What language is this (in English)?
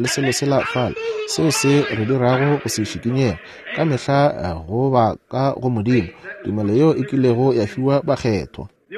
Northern Sotho